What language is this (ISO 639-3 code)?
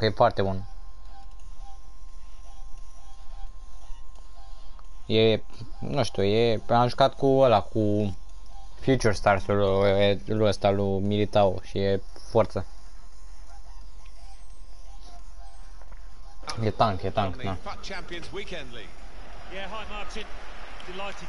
ron